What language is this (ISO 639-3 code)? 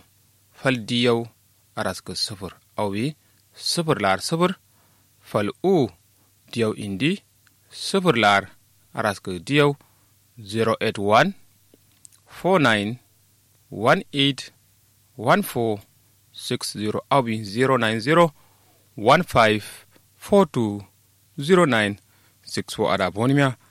kau